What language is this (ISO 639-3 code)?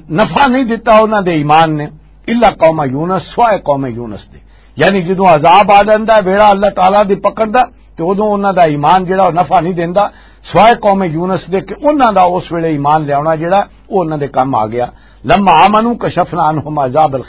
lah